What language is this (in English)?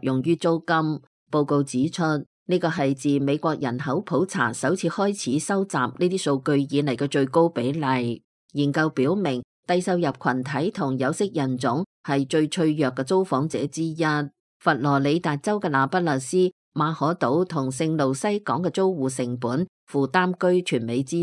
Cantonese